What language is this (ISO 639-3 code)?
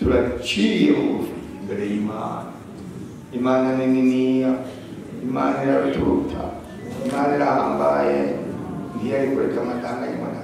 run